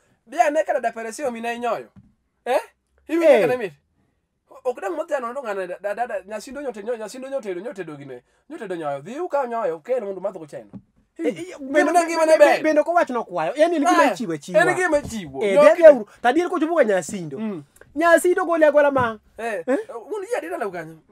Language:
Luo (Kenya and Tanzania)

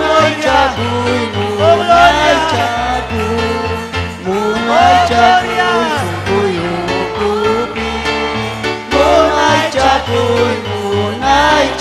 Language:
Ayacucho Quechua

